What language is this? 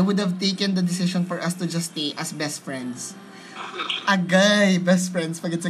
Filipino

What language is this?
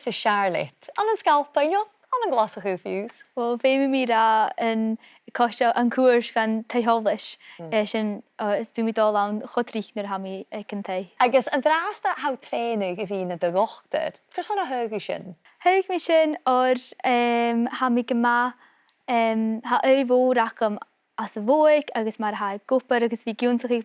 Scottish Gaelic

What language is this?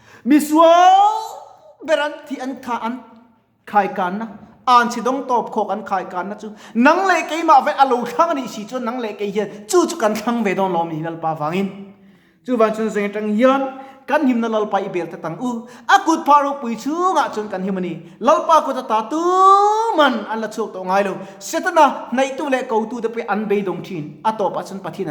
Mizo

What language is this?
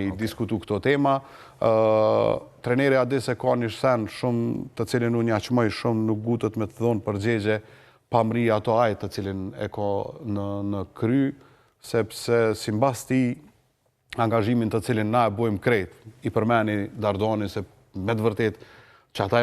Albanian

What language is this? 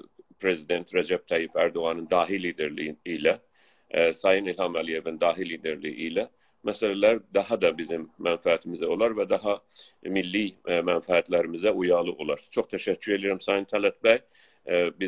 South Azerbaijani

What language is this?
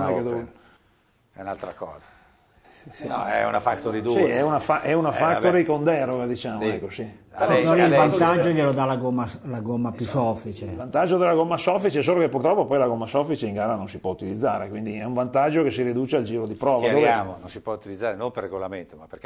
Italian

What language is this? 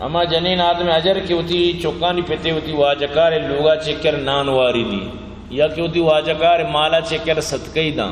Eastern Balochi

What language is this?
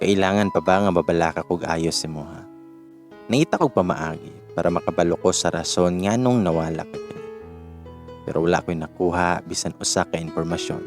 Cebuano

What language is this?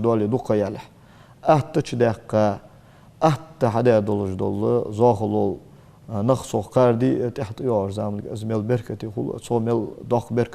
Ingush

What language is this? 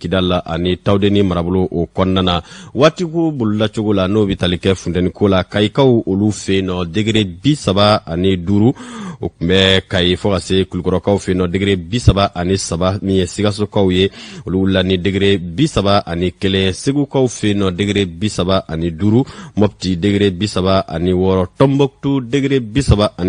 Bambara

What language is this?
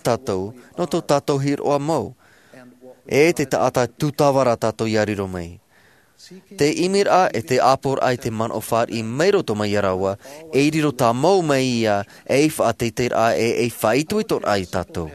Tahitian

